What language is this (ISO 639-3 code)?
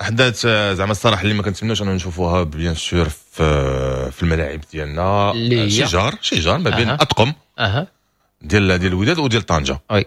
ary